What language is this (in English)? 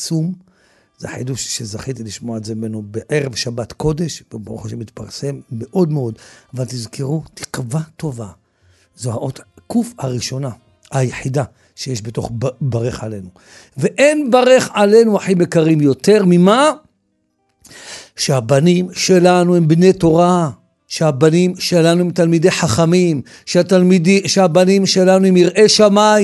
Hebrew